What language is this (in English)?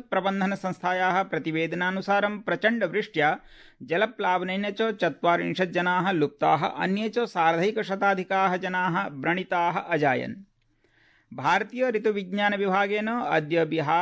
Sanskrit